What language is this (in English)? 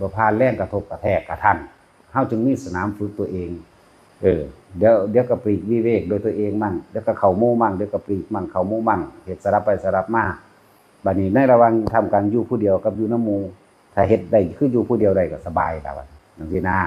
Northeastern Thai